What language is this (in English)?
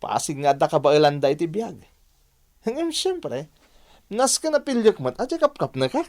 Iloko